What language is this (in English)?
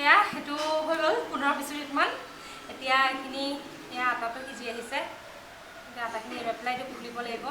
Assamese